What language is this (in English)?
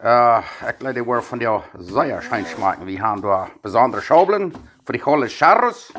Plautdietsch